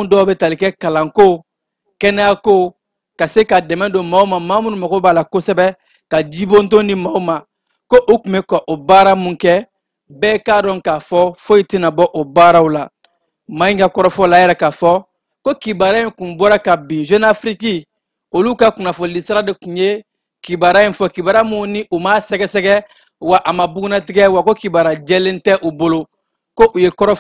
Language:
Bambara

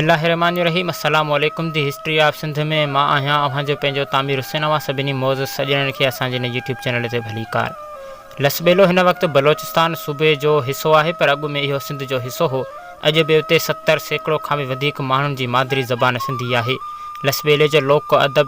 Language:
Sindhi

